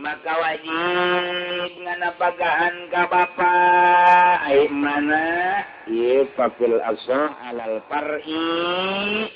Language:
Sundanese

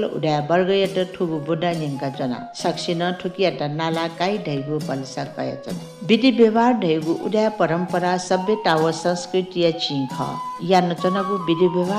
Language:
Newari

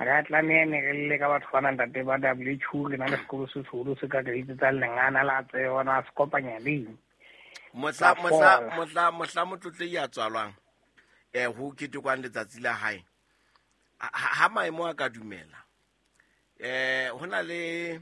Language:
Southern Sotho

